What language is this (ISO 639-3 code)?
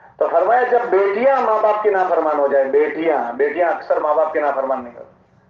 urd